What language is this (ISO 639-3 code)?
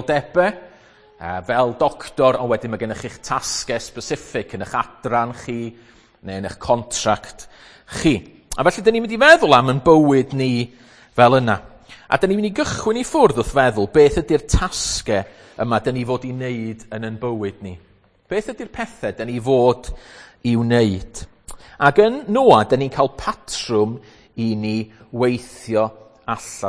cym